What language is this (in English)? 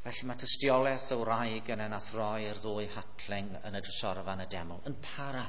Welsh